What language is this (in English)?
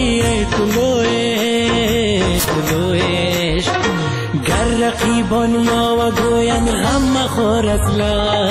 Persian